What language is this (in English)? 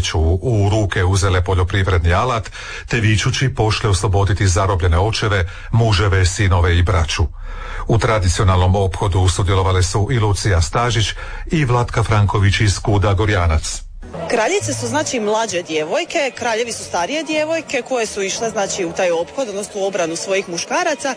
Croatian